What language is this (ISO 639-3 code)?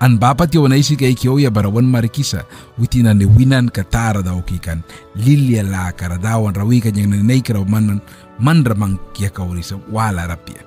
miq